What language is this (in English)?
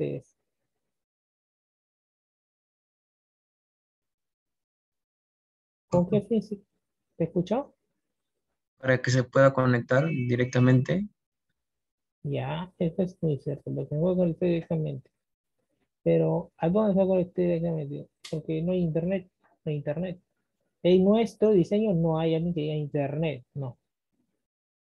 Spanish